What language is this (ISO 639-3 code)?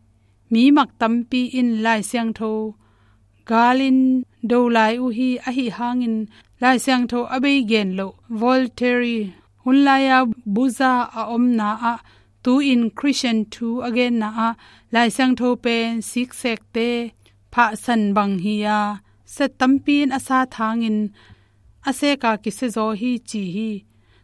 ctd